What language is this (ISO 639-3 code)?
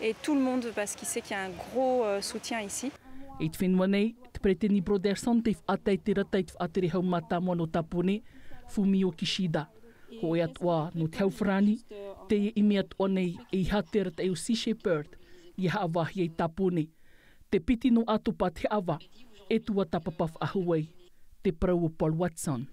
tah